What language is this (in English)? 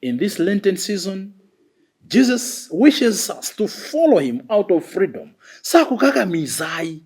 Nyanja